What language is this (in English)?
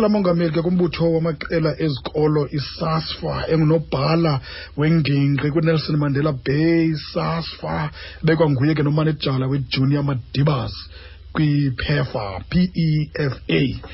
Xhosa